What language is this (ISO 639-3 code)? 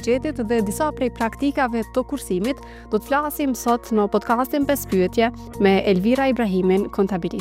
sqi